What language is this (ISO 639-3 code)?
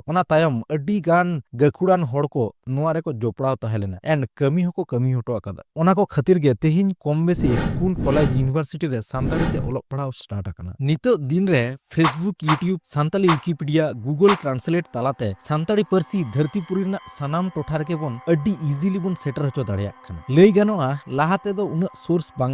sat